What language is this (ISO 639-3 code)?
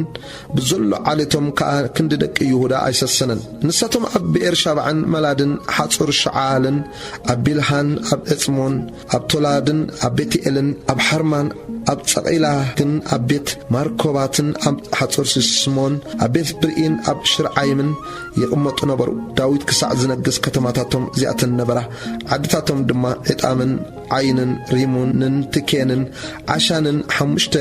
tir